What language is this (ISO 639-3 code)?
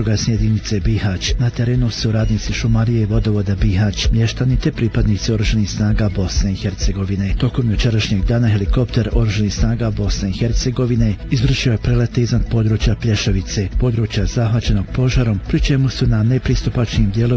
bos